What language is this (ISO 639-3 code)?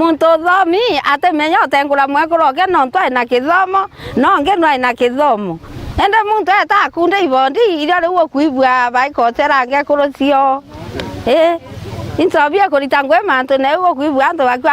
mer